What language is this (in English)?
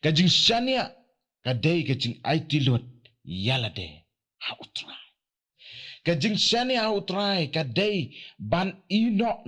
Khasi